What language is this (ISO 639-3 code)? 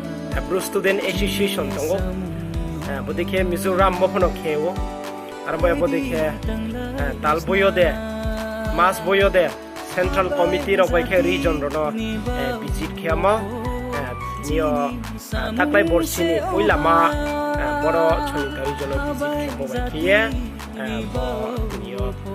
ria